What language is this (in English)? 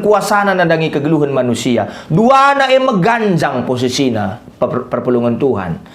Batak Karo